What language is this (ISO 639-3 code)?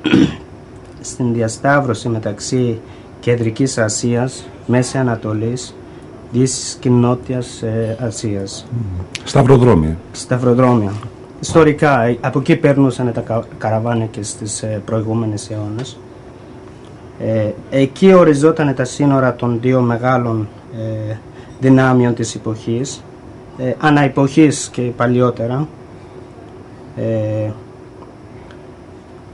ell